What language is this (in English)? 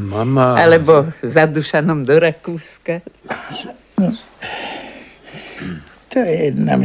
Slovak